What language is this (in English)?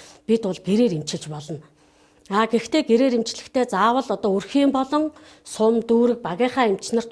Mongolian